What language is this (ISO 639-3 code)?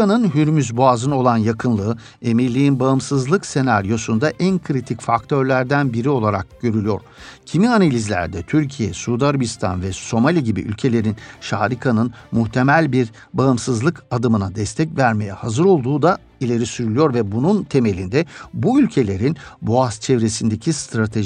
tur